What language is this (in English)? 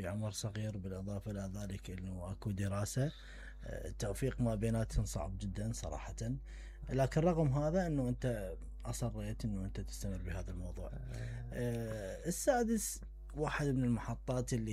Mesopotamian Arabic